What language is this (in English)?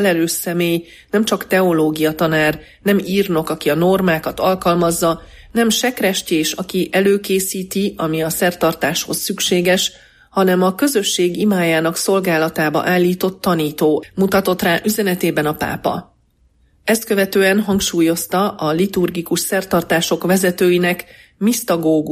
Hungarian